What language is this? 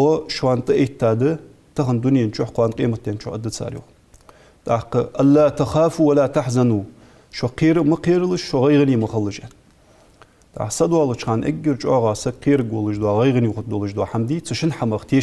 Ingush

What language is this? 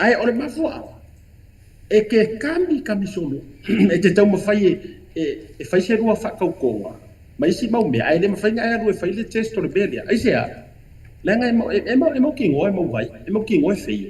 Samoan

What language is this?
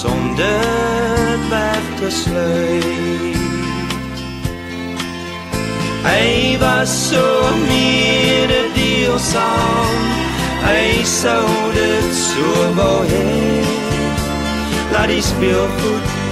Afrikaans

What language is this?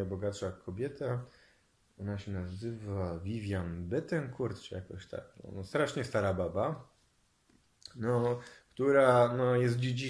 Polish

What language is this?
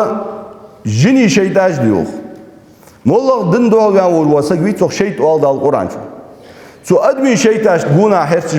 Ingush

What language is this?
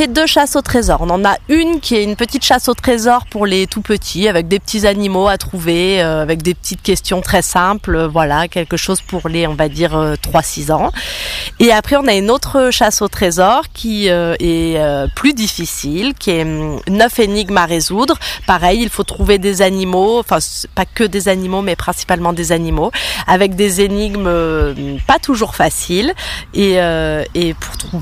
French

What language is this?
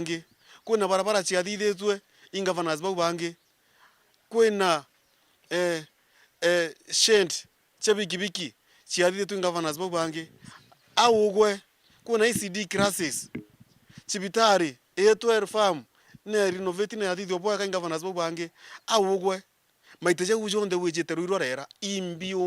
Meru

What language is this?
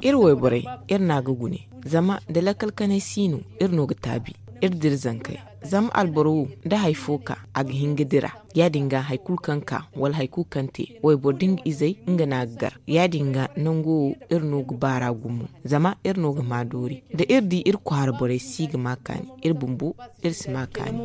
Zarma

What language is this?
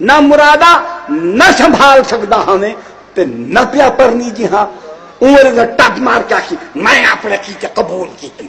Saraiki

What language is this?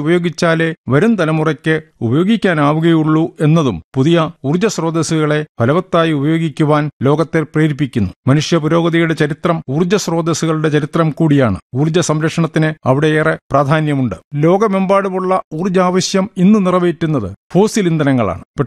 Malayalam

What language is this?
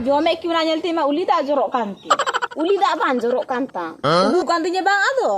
Santali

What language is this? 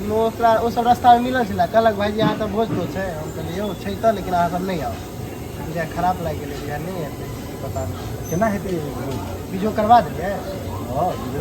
Maithili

